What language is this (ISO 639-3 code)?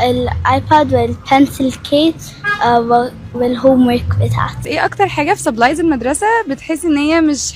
arz